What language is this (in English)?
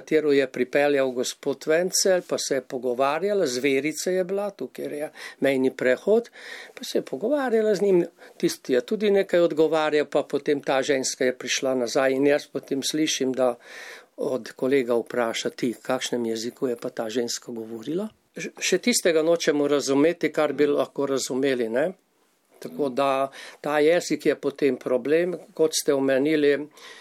Slovenian